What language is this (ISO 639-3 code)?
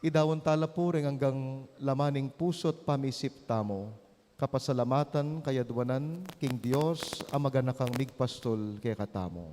pam